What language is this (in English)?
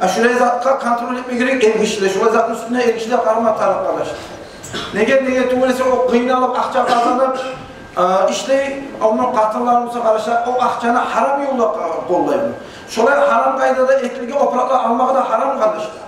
Kumyk